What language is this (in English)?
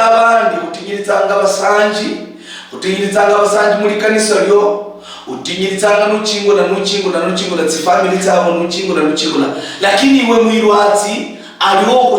Luyia